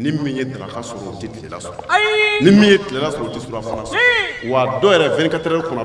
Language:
Bambara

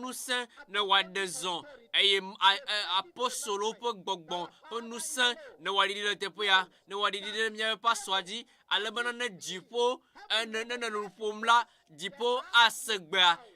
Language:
Ewe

